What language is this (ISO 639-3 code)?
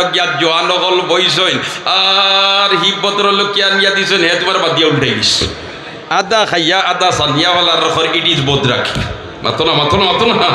syl